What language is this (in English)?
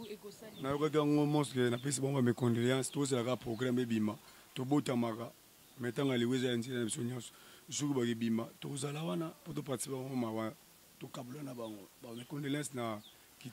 Lingala